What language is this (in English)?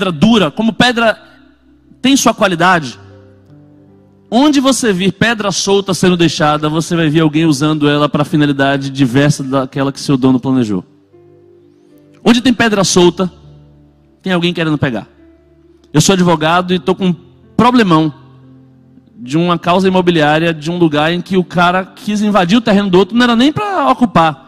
Portuguese